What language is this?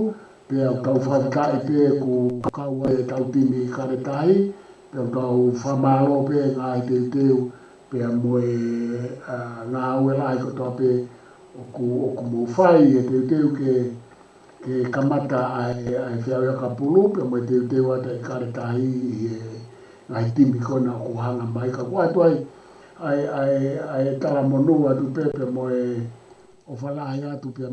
Tongan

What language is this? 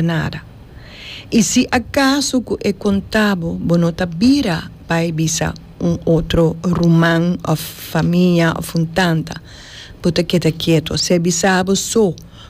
Papiamento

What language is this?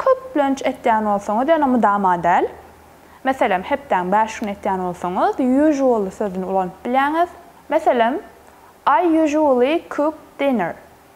Turkmen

